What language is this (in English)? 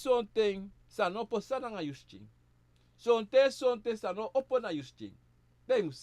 Sranan Tongo